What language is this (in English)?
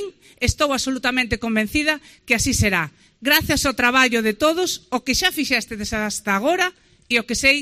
Galician